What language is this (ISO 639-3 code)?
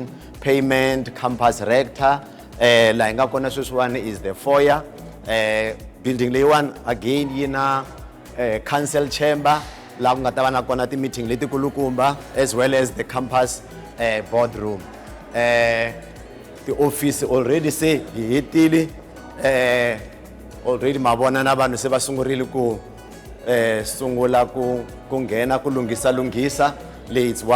tso